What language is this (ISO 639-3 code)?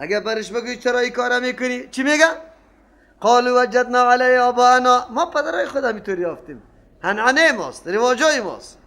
fas